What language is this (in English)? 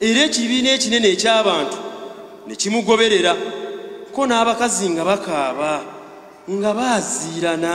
Ganda